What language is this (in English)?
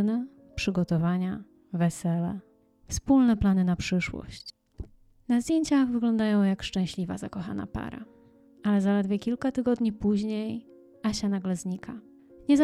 Polish